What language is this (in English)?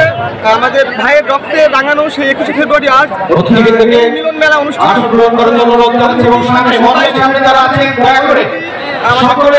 Bangla